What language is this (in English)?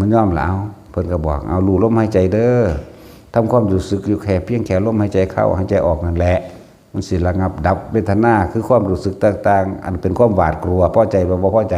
Northeastern Thai